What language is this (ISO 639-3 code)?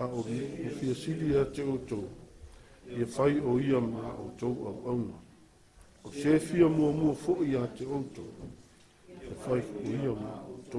smo